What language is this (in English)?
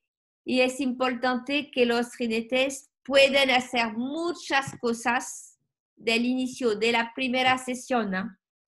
Spanish